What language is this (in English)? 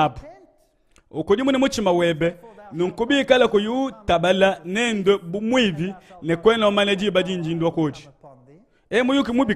Luba-Lulua